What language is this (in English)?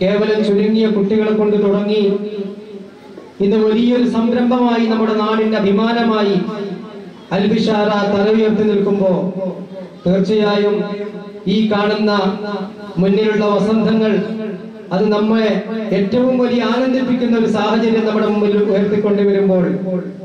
Malayalam